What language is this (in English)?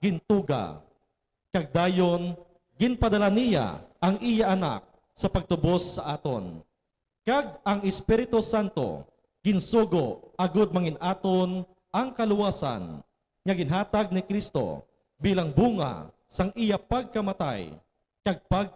Hiligaynon